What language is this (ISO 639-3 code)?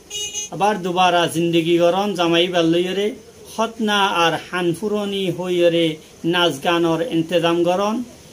rhg